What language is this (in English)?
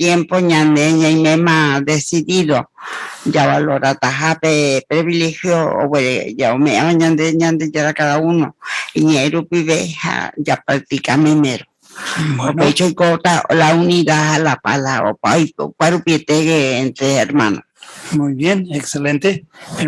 Guarani